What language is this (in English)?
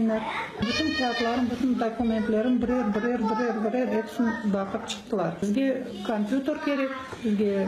Crimean Tatar